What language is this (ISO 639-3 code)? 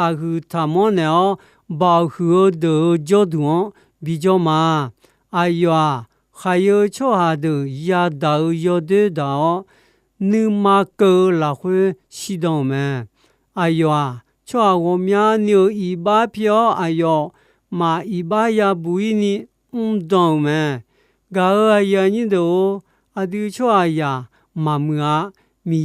ahk